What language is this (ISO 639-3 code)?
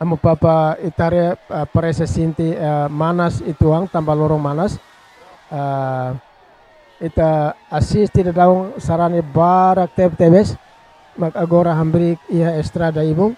tet